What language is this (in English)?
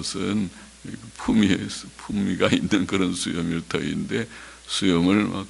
Korean